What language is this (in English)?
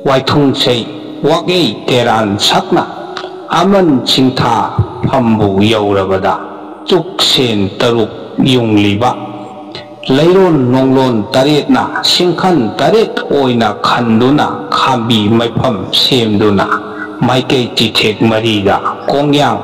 Manipuri